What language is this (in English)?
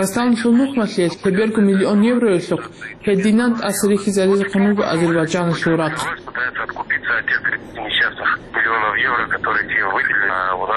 Avaric